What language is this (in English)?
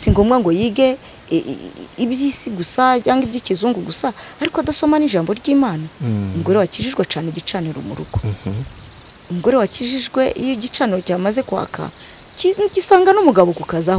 Kinyarwanda